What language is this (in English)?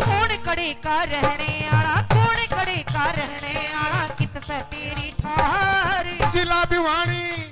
Haryanvi